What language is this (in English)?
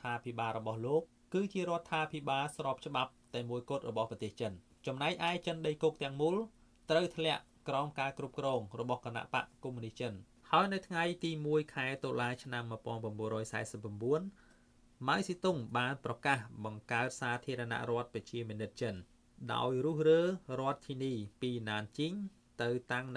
Khmer